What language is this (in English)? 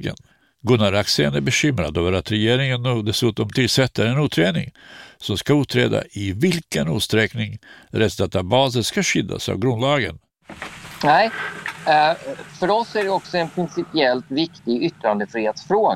Swedish